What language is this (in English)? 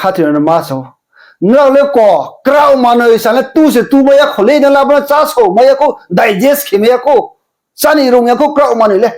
Riang (India)